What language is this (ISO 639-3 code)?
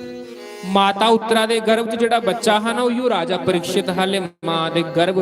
doi